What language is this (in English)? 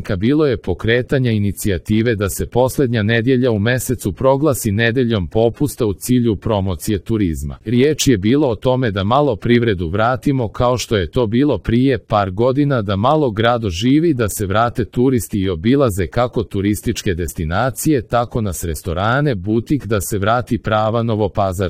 Serbian